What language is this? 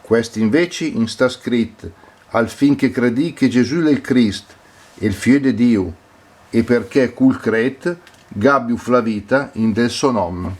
Lombard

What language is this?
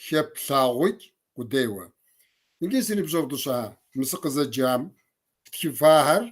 Kabardian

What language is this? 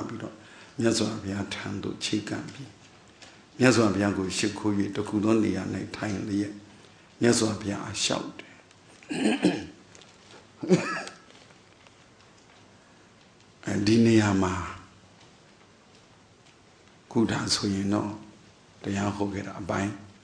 Burmese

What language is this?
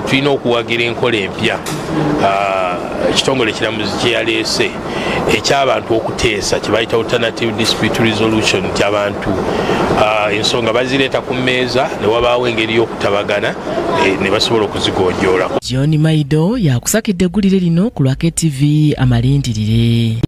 Ganda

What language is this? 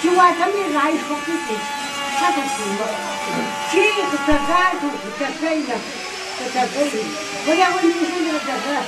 Tangkhul Naga (India)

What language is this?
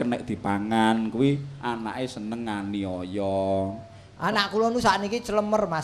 Javanese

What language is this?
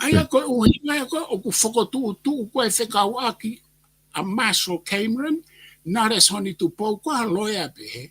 Tongan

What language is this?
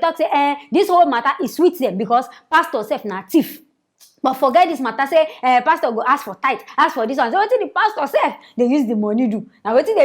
Nigerian Pidgin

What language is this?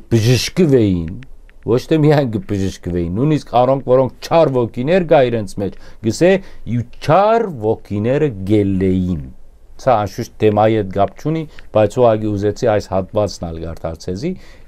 Western Armenian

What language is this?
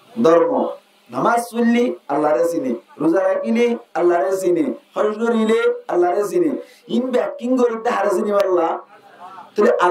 Rohingya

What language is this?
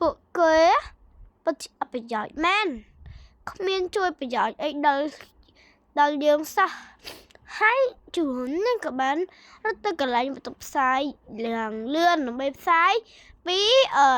Khmer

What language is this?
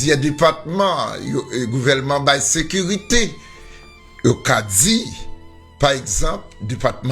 Haitian Creole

